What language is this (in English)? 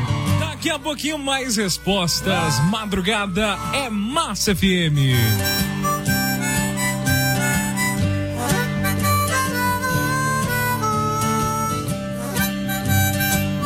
Portuguese